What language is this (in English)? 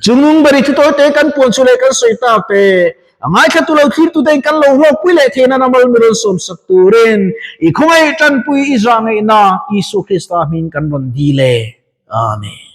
Mizo